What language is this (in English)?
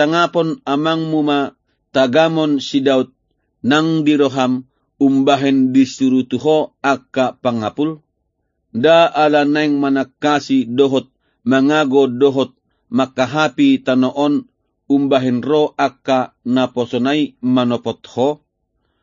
Batak Toba